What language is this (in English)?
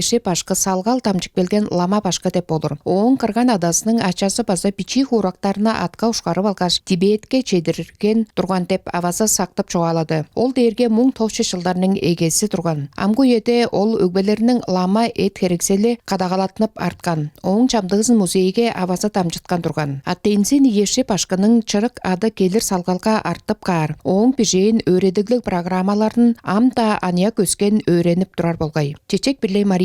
Tuvinian